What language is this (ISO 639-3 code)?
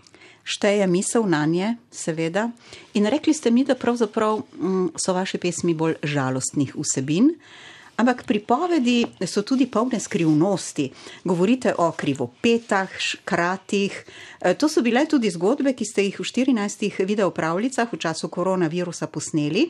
slv